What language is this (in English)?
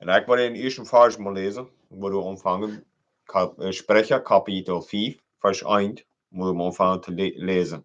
Plautdietsch